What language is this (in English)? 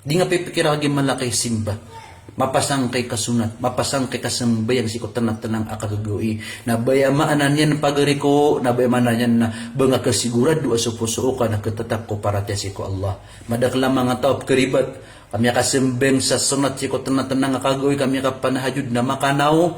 Maranao